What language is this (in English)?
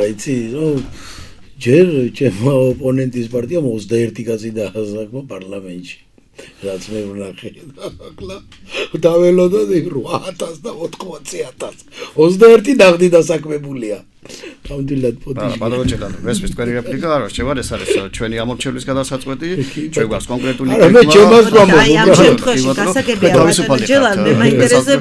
Georgian